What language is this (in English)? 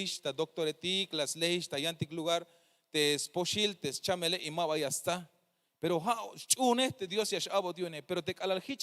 Tzeltal